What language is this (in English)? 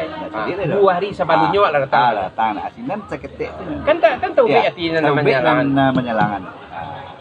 Minangkabau